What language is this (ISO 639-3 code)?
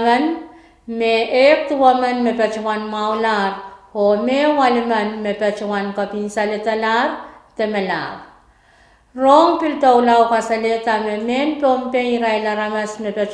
pon